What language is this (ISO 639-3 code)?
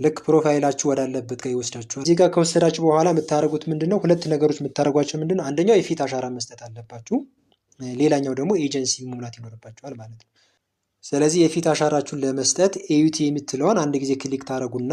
amh